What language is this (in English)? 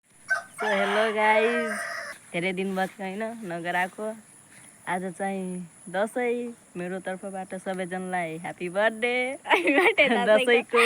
Nepali